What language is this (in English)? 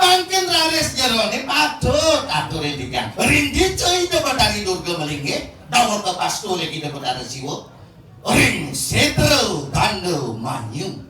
Balinese